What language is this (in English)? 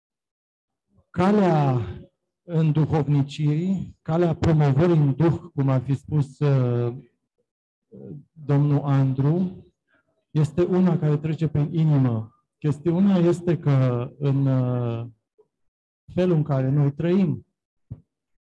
Romanian